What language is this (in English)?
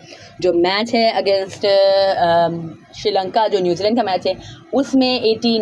Hindi